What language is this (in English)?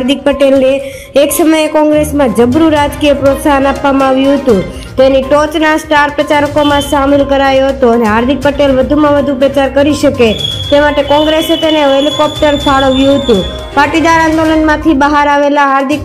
Gujarati